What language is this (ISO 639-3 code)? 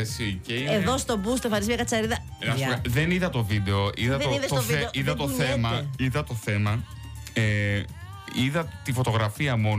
ell